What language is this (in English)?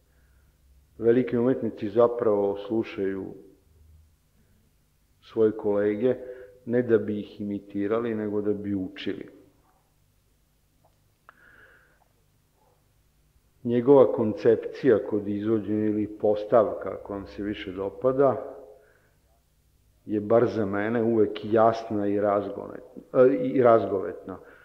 Serbian